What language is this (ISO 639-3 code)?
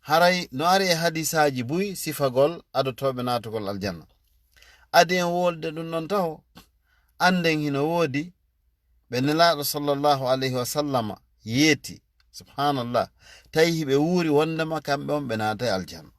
ful